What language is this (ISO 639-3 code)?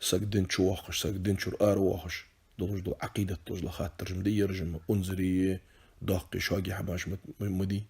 inh